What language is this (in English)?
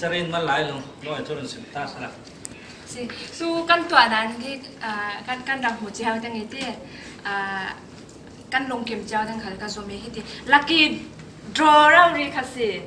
Falam Chin